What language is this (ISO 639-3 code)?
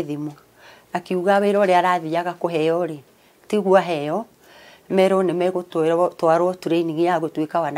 kik